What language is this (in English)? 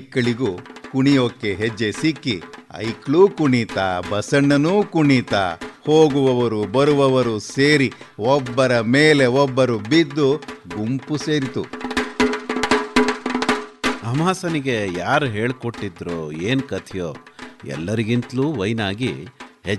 Kannada